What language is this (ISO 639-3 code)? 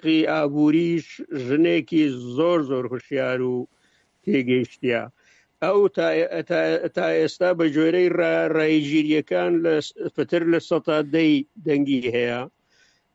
ckb